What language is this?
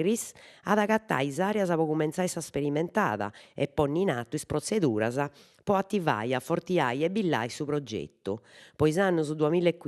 Sardinian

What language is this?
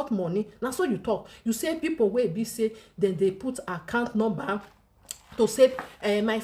Nigerian Pidgin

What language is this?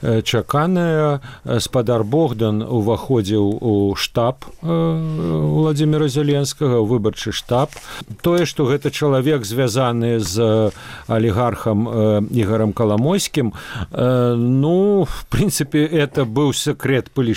Belarusian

